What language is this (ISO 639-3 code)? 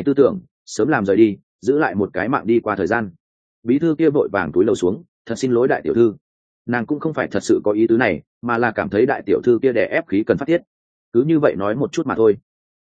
vie